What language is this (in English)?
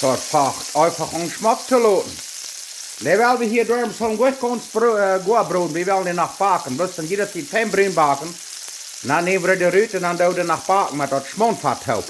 Plautdietsch